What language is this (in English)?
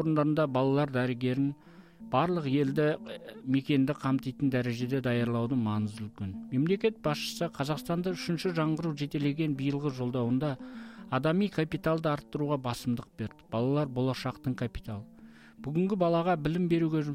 Kazakh